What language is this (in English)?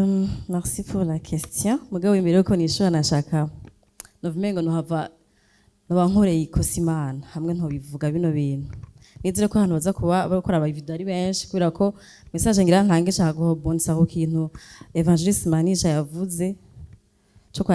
Rundi